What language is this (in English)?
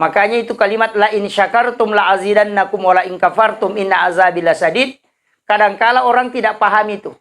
Buginese